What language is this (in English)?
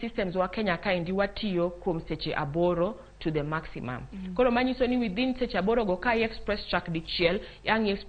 Luo (Kenya and Tanzania)